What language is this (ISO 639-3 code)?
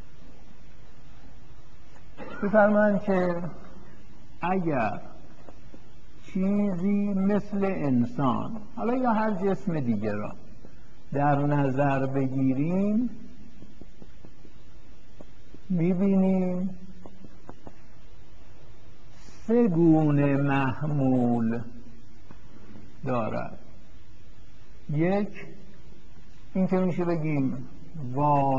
fas